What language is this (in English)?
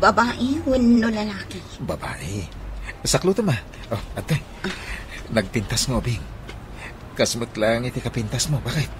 Iloko